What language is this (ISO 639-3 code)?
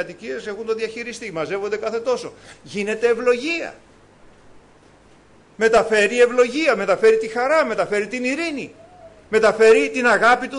ell